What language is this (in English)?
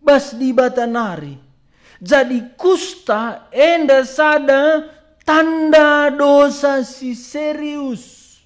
Batak Karo